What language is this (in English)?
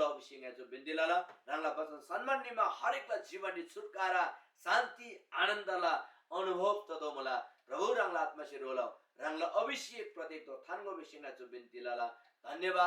Eastern Tamang